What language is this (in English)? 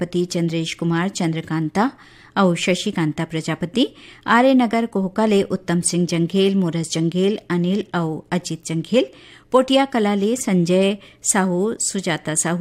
Chhattisgarhi